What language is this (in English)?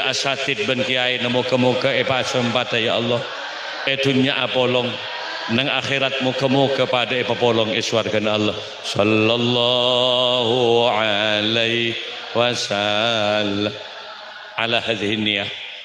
Madurese